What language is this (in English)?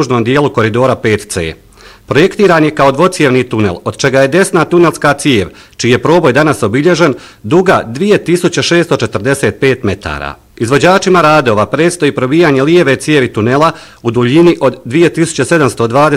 Bosnian